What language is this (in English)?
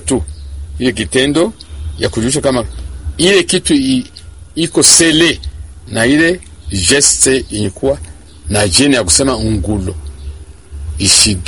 Swahili